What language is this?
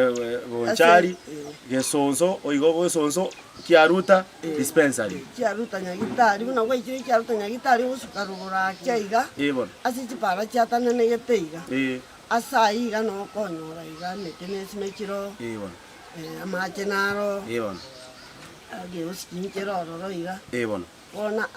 Gusii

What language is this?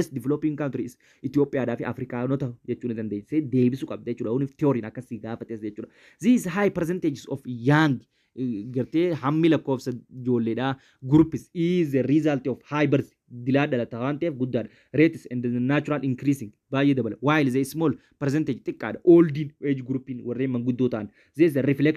Oromo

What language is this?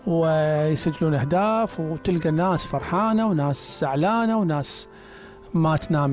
Mesopotamian Arabic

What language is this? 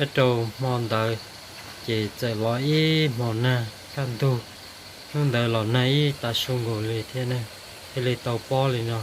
Hmong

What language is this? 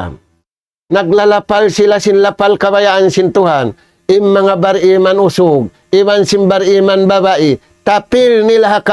Tausug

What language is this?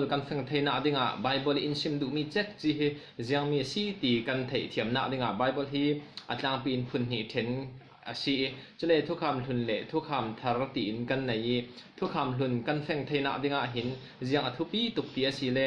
Falam Chin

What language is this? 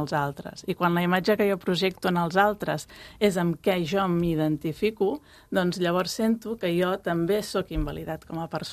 Catalan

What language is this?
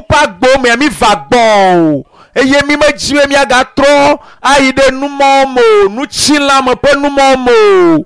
Ewe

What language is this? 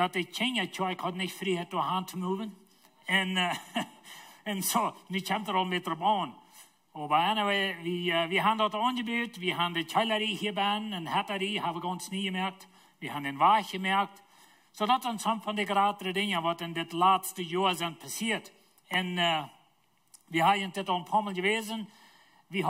Plautdietsch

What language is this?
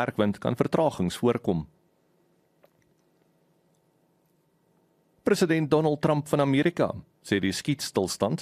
Afrikaans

